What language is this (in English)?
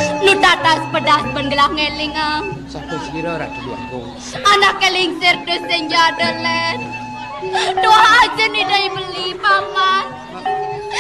Balinese